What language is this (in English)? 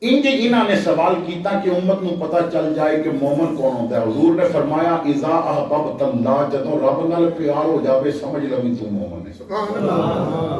Western Panjabi